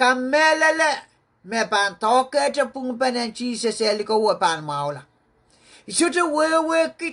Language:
Pohnpeian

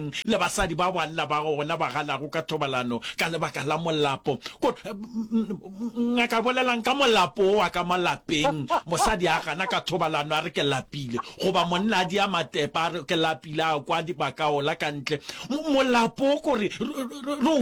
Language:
Northern Sotho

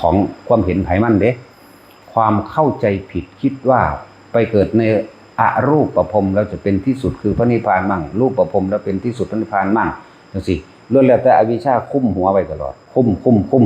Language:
Northeastern Thai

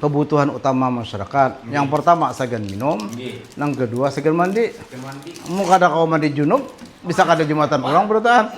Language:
Banjar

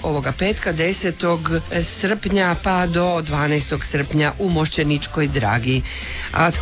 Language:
Croatian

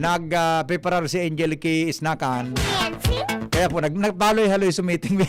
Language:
Bikol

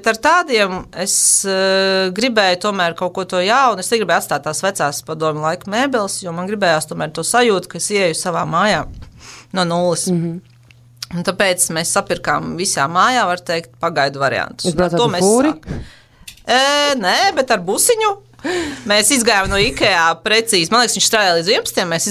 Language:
Latvian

